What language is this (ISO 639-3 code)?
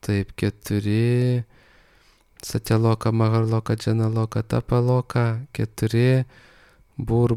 lit